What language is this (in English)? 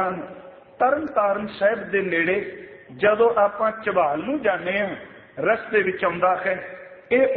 Punjabi